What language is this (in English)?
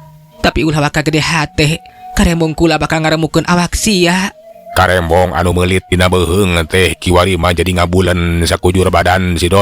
Sundanese